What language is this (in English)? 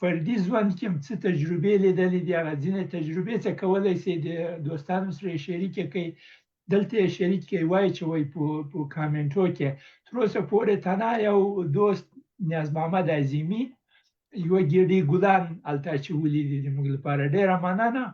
Pashto